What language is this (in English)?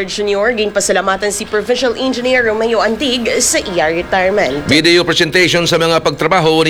Hiligaynon